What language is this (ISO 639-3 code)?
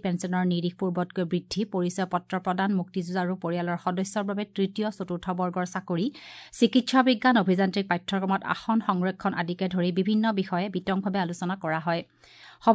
asm